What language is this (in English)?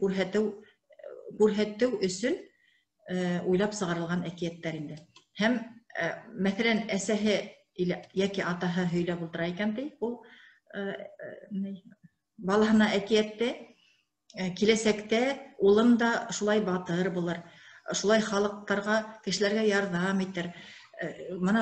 Bashkir